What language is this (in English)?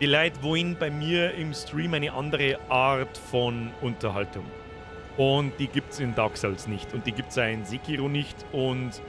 Bavarian